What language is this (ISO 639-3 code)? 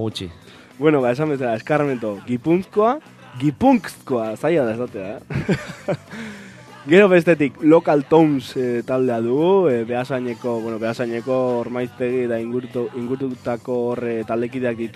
eus